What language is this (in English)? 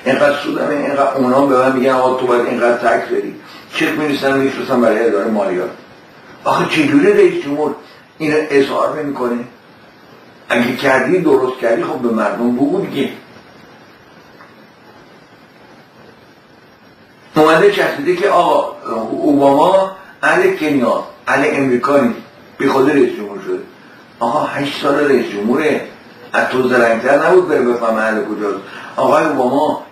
Persian